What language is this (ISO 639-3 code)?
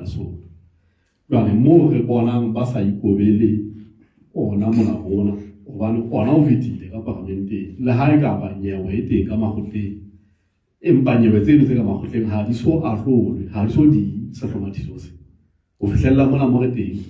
sot